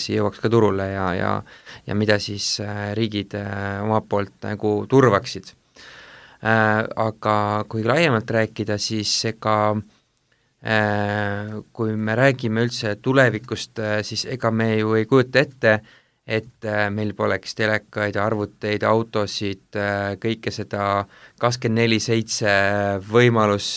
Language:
Estonian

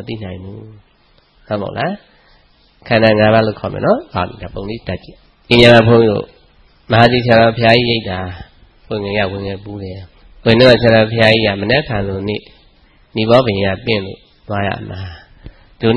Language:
Burmese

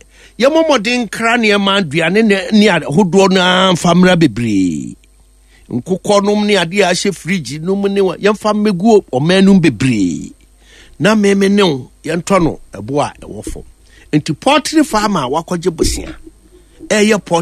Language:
Akan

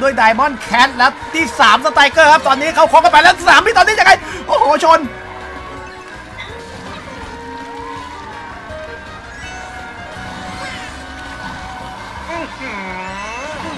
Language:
Thai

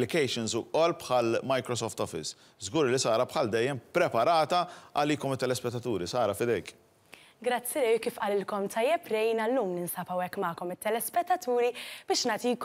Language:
Maltese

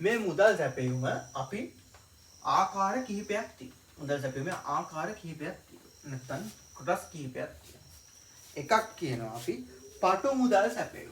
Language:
Sinhala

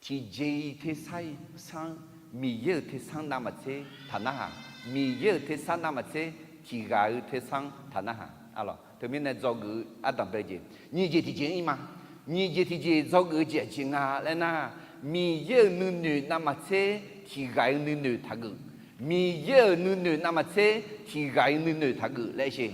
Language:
Akha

